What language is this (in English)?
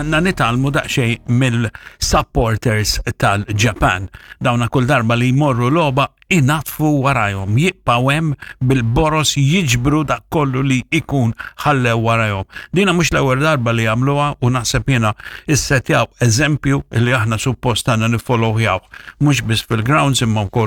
Maltese